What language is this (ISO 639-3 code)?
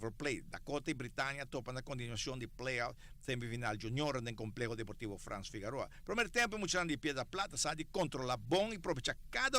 pap